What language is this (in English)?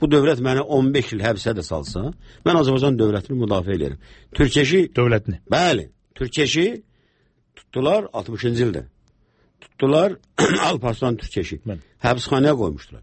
Azerbaijani